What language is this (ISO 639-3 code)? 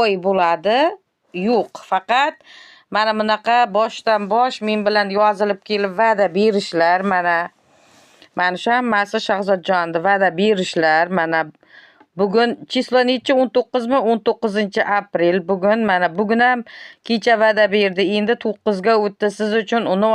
uzb